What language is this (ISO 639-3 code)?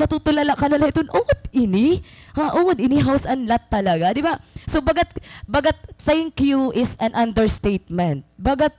war